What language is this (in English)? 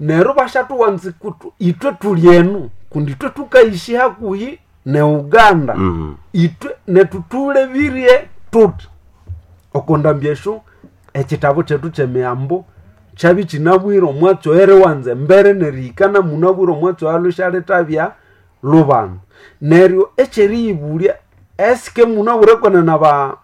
Nande